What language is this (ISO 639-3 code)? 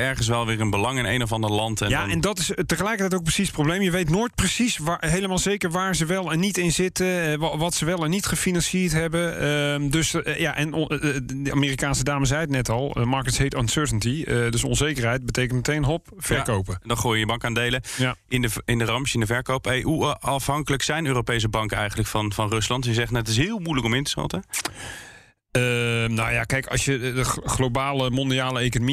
nld